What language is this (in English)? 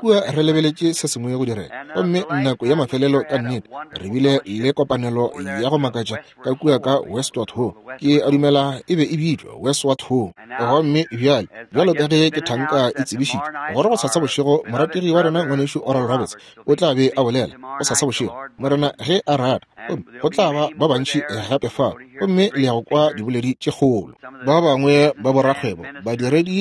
Northern Sotho